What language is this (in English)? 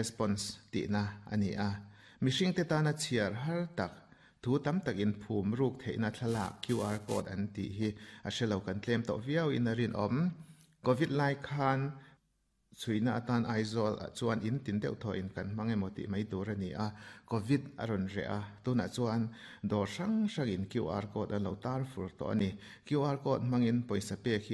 Mizo